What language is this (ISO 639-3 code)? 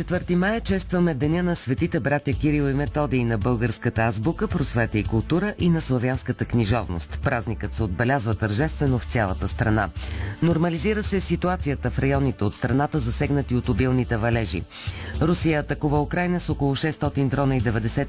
bul